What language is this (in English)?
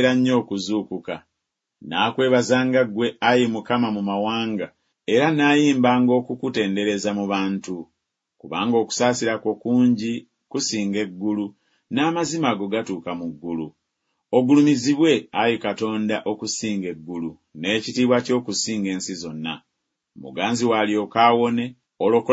Ganda